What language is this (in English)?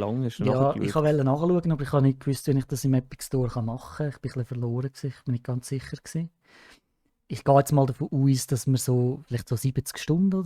Swiss German